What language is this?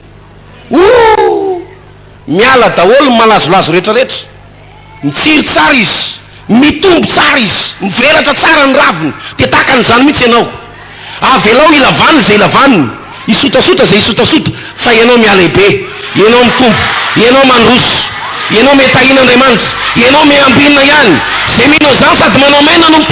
Malagasy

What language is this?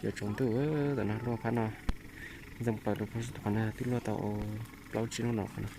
Hmong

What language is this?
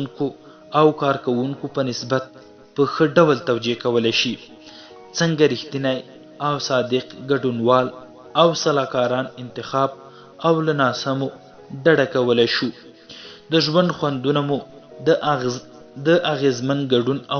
Pashto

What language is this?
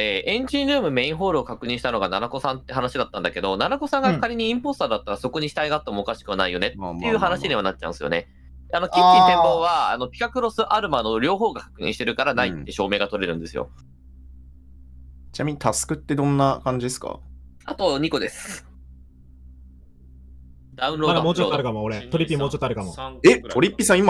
Japanese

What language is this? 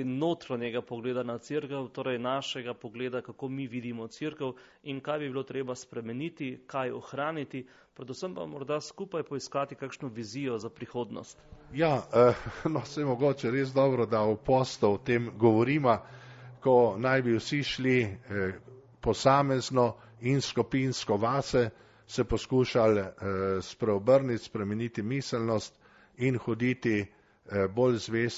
Slovenian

